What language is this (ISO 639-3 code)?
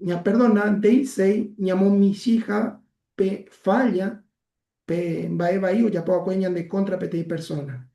grn